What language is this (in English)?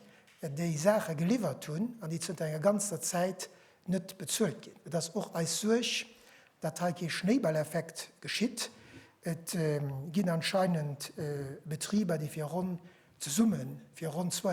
Luxembourgish